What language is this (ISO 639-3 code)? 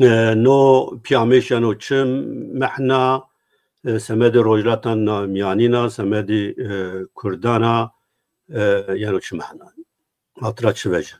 zza